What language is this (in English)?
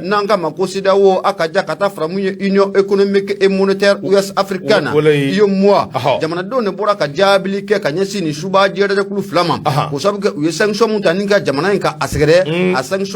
Bambara